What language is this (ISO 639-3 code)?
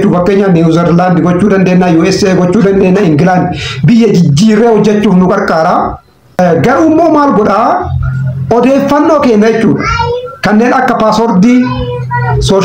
orm